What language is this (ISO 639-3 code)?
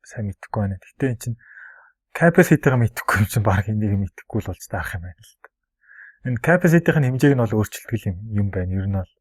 mon